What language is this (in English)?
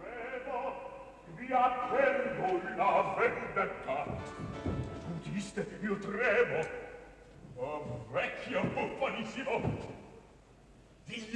Italian